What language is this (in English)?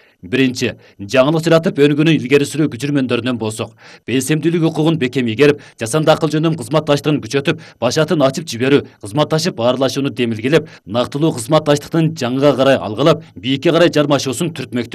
Kyrgyz